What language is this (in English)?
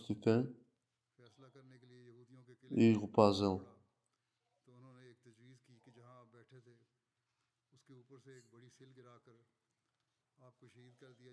Bulgarian